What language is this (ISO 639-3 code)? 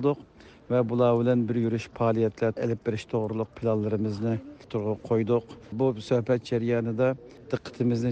uig